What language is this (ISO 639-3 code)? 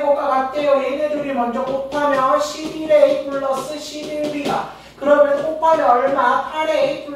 kor